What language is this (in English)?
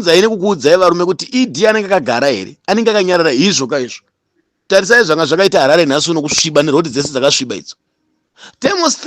Shona